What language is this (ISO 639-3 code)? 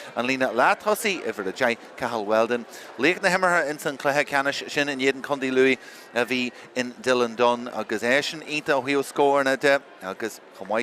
gle